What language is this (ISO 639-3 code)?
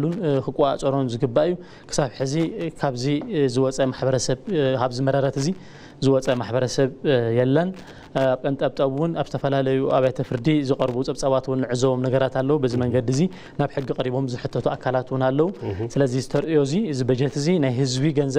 tir